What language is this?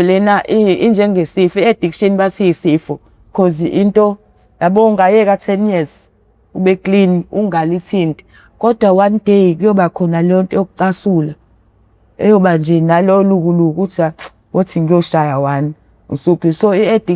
Zulu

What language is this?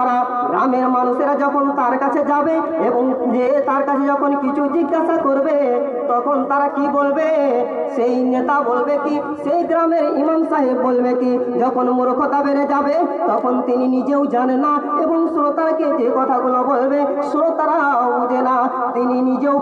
Bangla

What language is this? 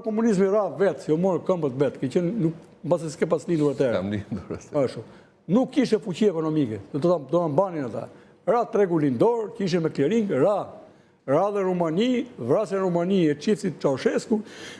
Albanian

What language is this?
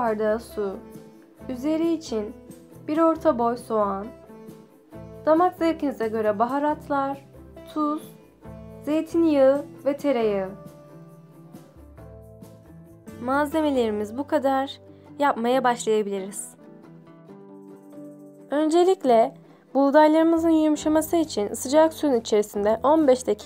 Turkish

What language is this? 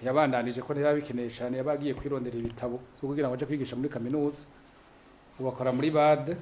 Rundi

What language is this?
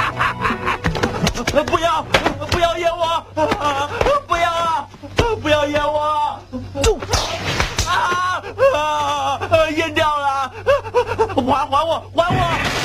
Chinese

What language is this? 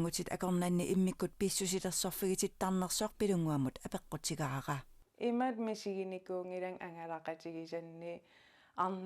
Kalaallisut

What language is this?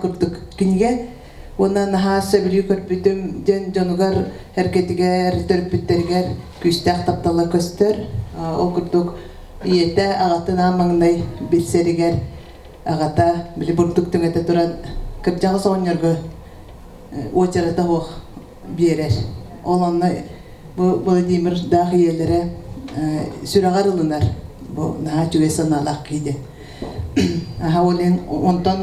Yakut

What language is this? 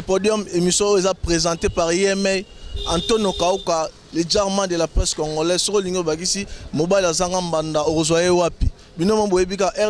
Lingala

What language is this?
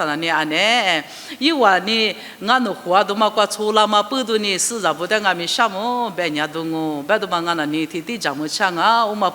Lisu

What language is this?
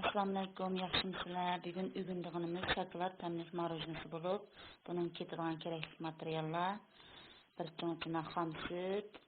Uyghur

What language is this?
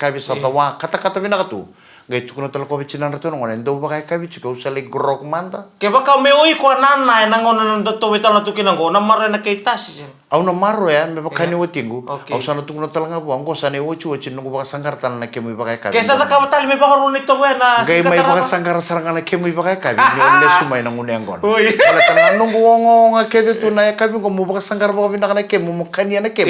Fijian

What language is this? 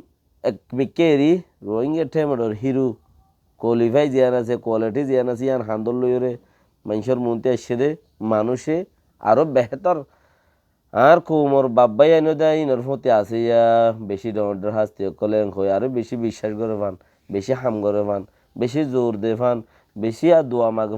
Rohingya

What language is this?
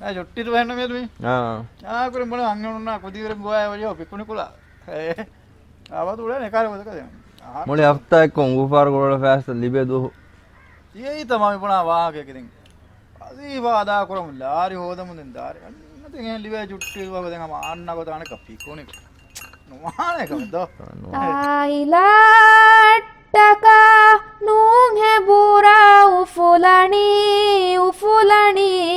Divehi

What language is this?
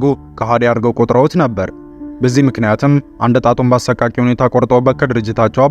Amharic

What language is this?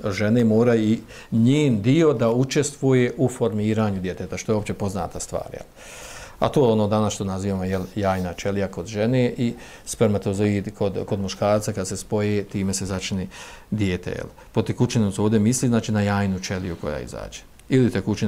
Bosnian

